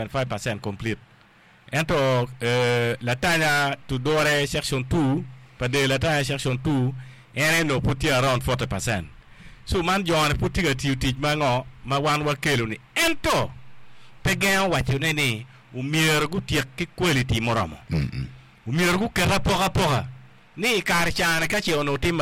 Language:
Acoli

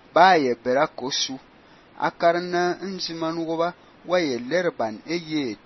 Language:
Fang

